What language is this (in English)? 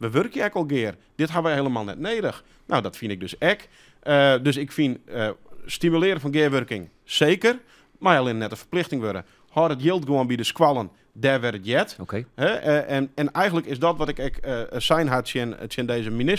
Western Frisian